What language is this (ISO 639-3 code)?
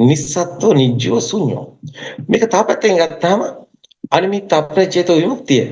sin